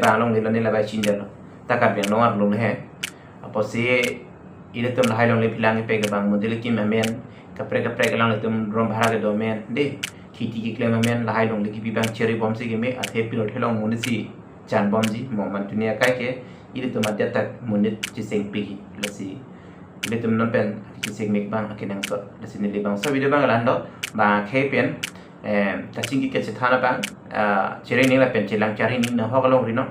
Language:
Karbi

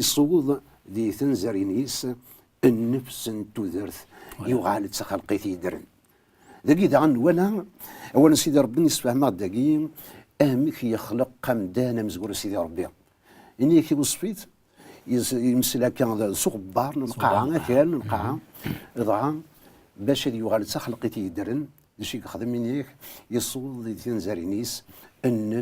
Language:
Kabyle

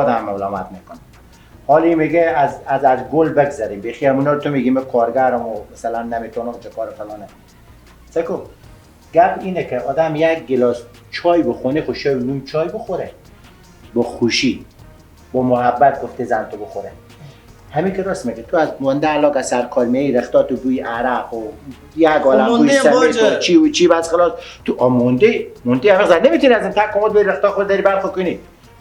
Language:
Persian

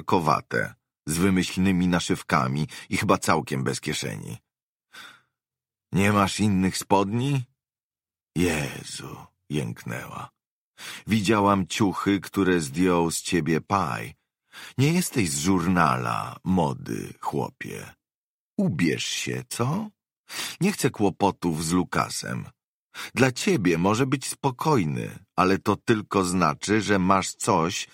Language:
Polish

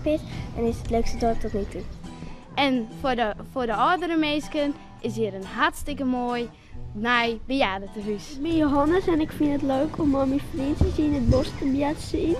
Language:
Western Frisian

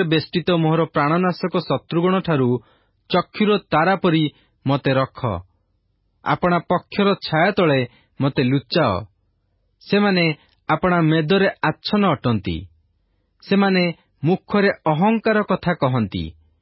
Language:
Odia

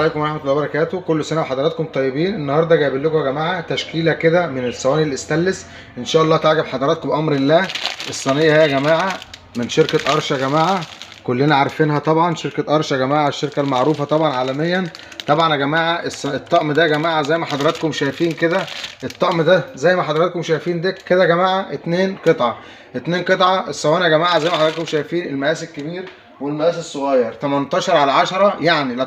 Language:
Egyptian Arabic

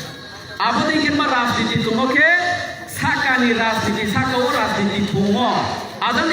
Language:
Riang (India)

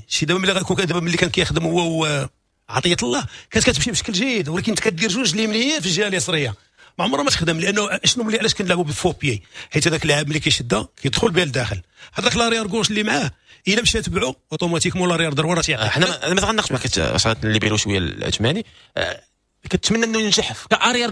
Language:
Moroccan Arabic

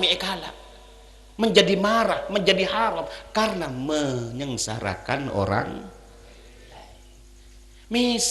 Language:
Madurese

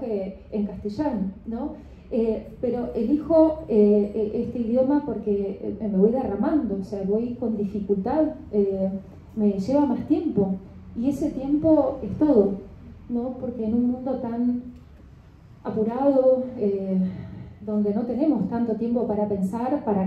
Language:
Spanish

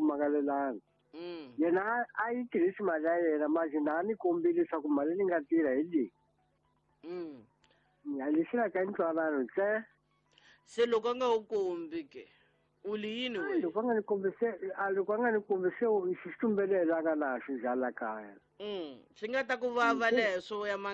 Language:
Tsonga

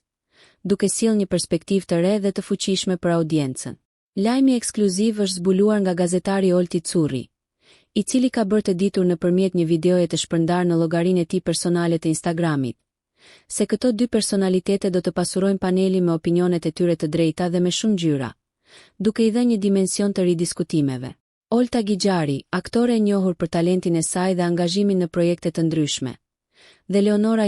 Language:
Albanian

